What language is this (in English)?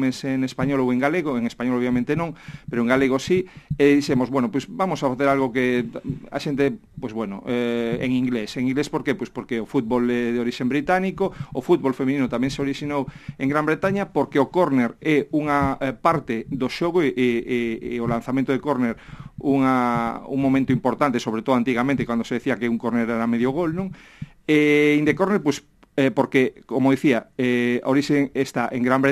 Galician